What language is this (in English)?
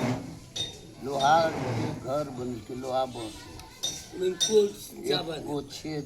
Angika